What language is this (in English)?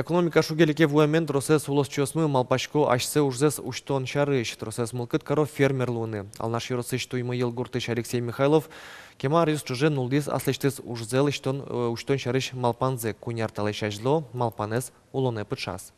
Udmurt